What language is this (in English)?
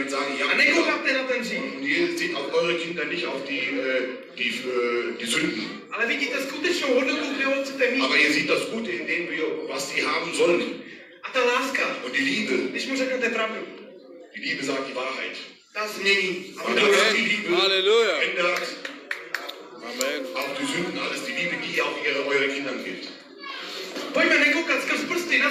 Czech